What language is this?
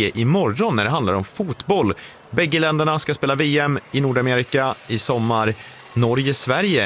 Swedish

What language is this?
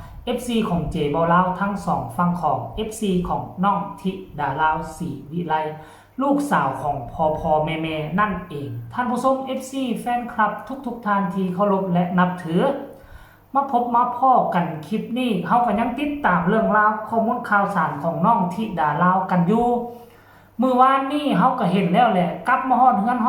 Lao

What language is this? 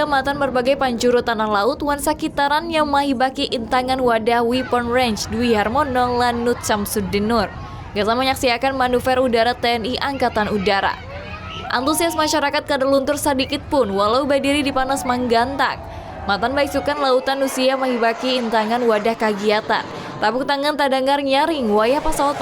Banjar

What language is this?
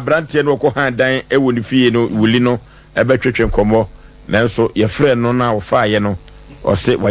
Akan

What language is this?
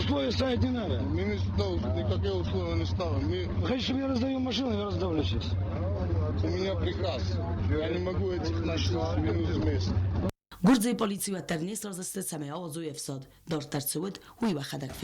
Ossetic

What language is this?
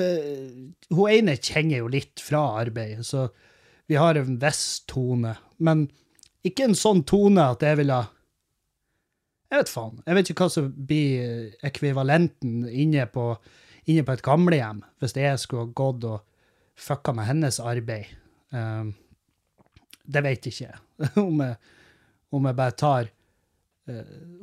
Norwegian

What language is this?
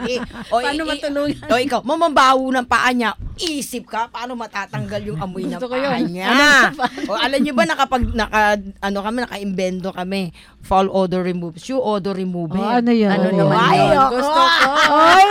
Filipino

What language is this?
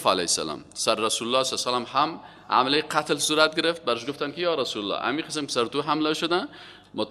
Persian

